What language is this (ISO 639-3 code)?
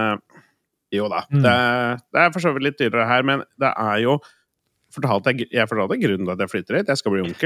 nor